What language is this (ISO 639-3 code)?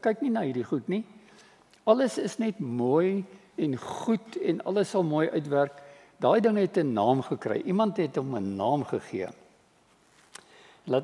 afr